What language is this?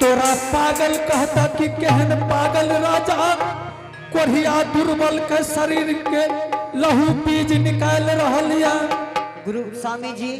Angika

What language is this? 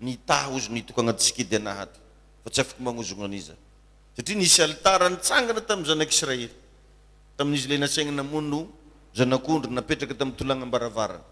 Malagasy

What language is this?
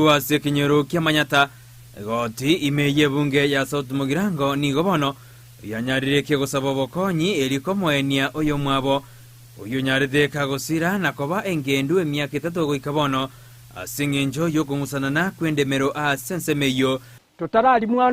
Gusii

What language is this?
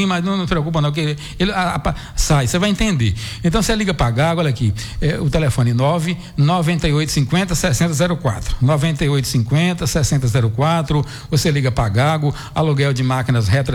Portuguese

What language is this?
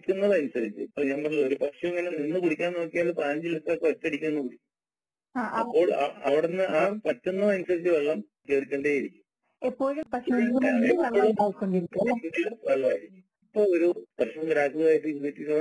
Malayalam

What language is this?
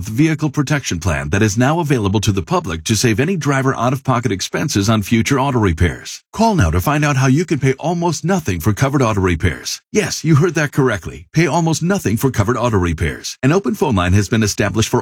English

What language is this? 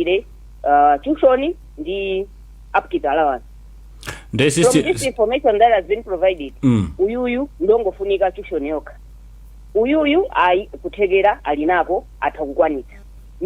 Nyanja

